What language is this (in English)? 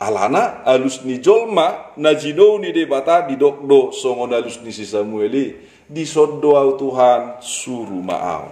Batak Toba